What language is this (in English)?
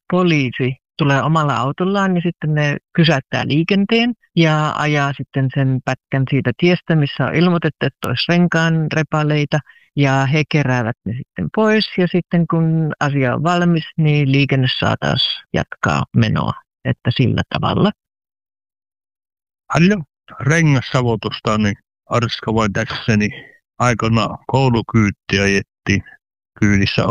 Finnish